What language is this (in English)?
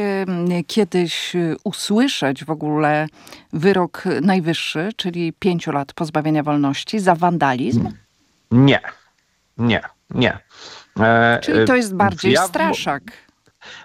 Polish